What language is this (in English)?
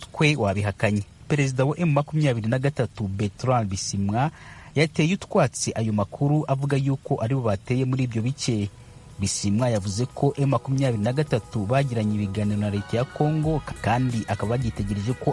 Kinyarwanda